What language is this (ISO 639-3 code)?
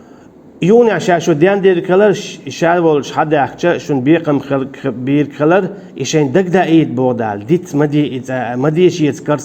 che